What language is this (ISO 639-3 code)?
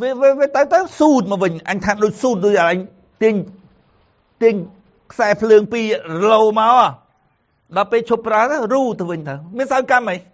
khm